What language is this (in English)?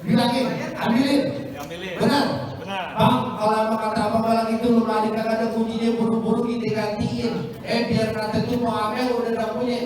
Betawi